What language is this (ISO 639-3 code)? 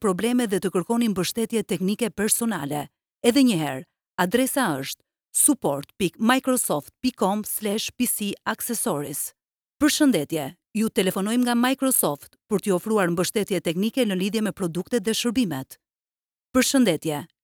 sqi